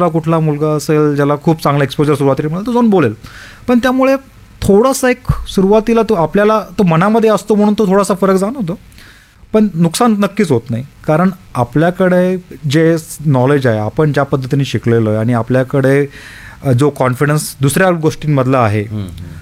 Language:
Marathi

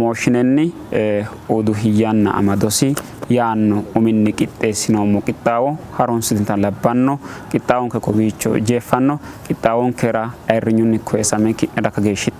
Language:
Sidamo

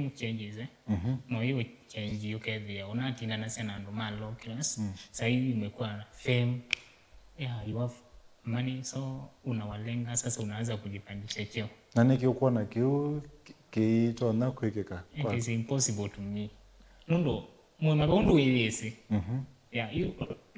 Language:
Kamba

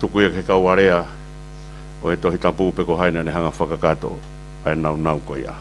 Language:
Tongan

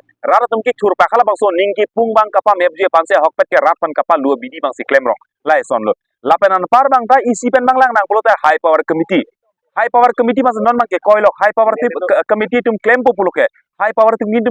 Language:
Karbi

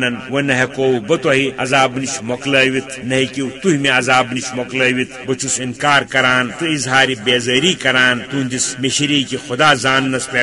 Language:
Kashmiri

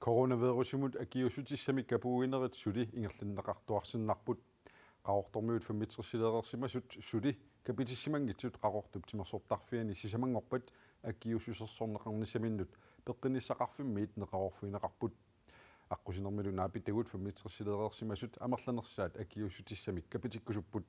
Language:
Kalaallisut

